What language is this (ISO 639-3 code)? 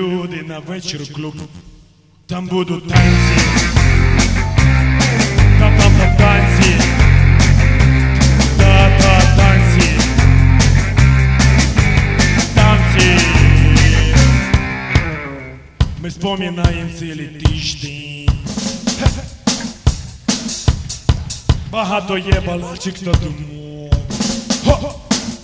ukr